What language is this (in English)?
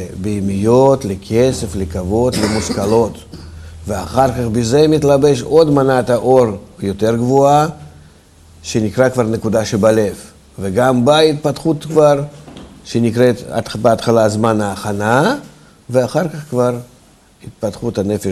Hebrew